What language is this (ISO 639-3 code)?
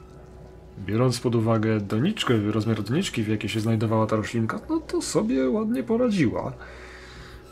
pol